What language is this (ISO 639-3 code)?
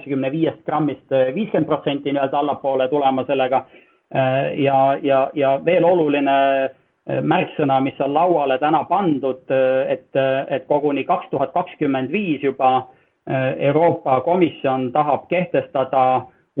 est